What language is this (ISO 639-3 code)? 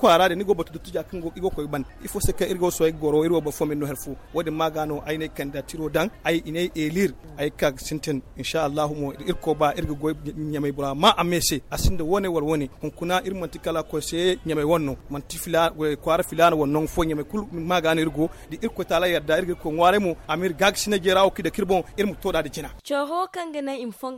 dje